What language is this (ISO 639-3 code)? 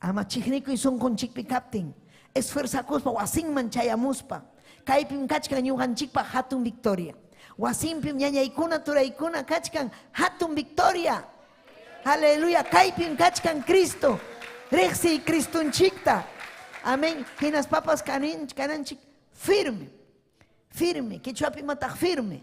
quy